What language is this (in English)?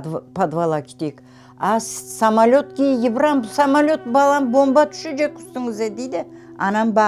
Crimean Tatar